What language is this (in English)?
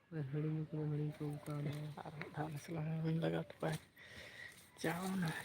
Santali